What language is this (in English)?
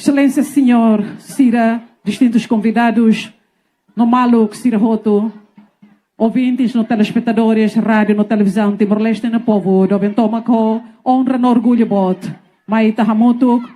Tetum